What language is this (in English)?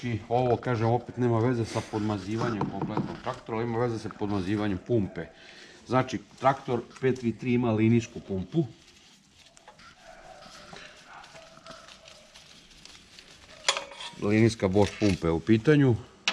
Serbian